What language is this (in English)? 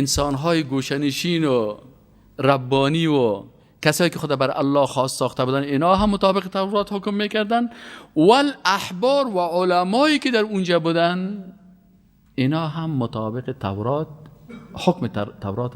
Persian